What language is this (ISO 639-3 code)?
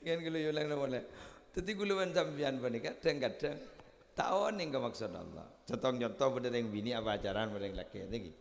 mad